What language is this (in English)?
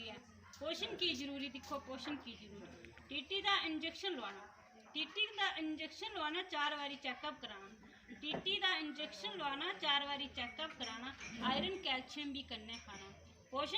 Dogri